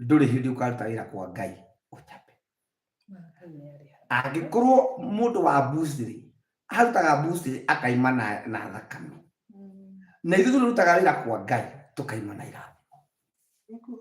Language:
Kikuyu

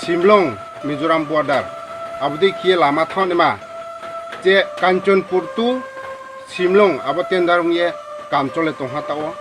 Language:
Riang (India)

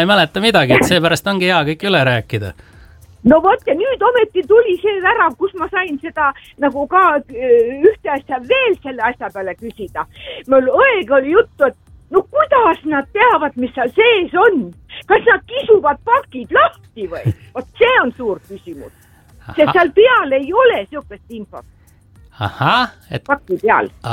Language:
Estonian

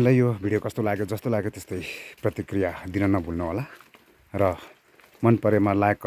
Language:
Nepali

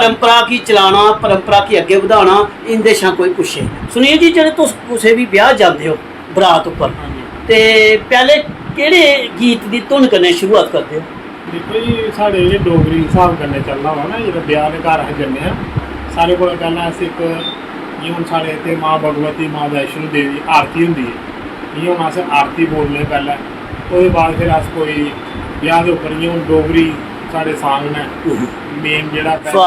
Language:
Dogri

